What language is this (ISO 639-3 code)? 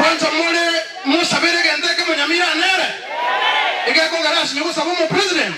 guz